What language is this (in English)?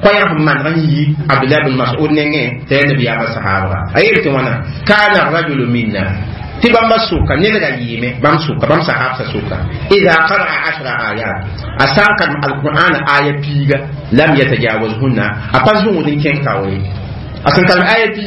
Mossi